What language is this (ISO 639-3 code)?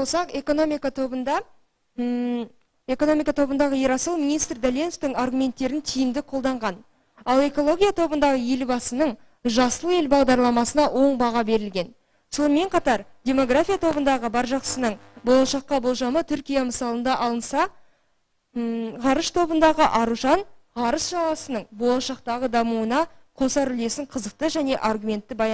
kaz